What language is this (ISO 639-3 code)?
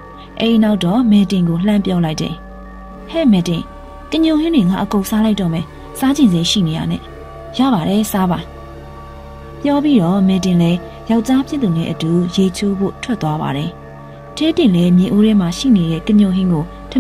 mya